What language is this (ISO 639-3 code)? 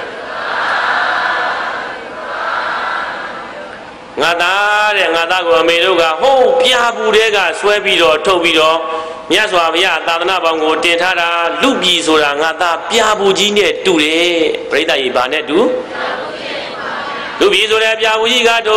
mya